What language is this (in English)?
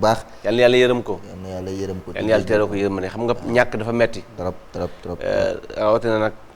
Wolof